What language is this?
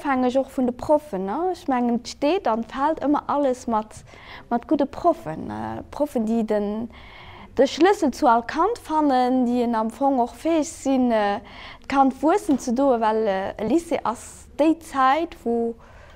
Luxembourgish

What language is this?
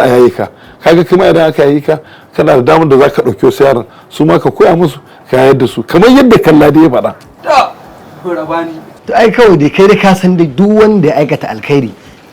Hausa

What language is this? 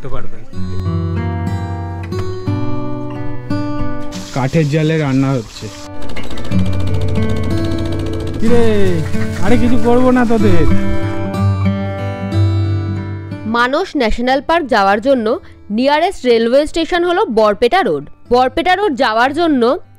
Bangla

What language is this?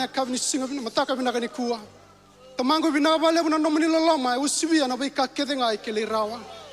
Fijian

